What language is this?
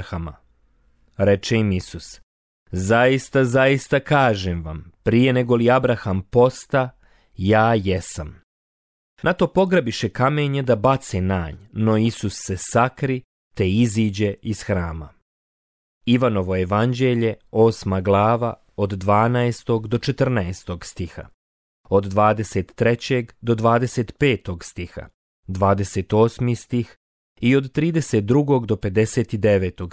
Croatian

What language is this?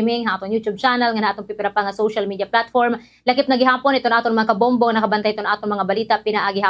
Waray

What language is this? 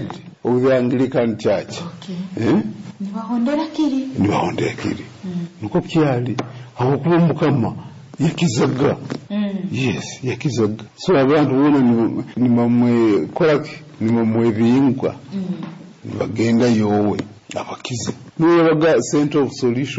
Nyoro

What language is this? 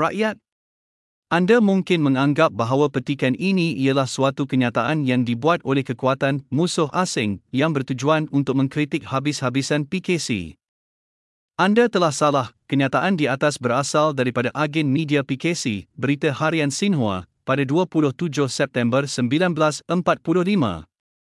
Malay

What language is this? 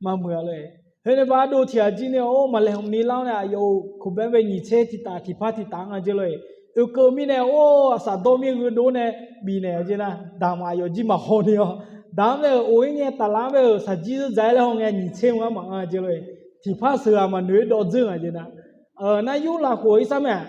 Akha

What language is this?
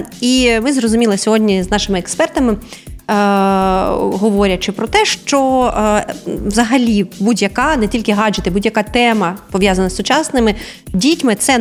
Ukrainian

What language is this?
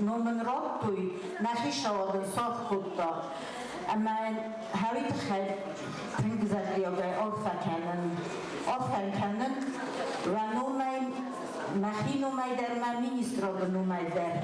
Ossetic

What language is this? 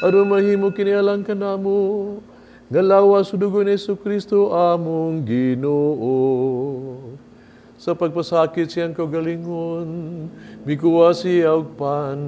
Cebuano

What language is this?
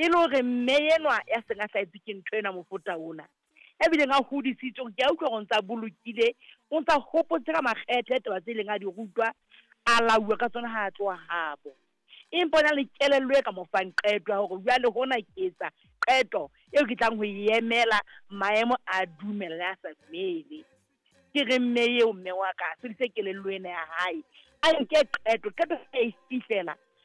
Southern Sotho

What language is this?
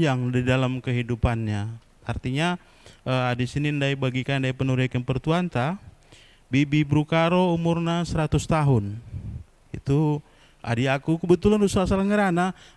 Batak Karo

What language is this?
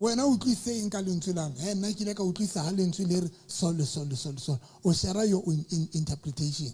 Southern Sotho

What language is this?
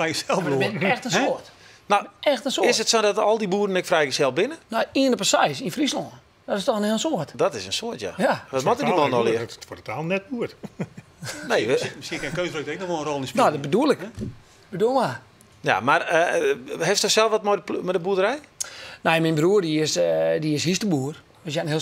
Western Frisian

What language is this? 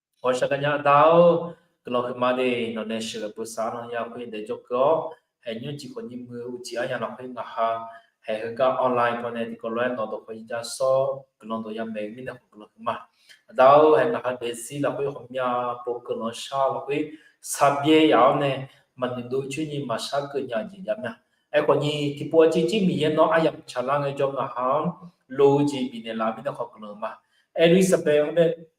Akha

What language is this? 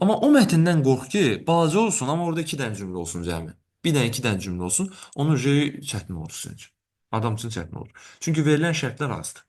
Azerbaijani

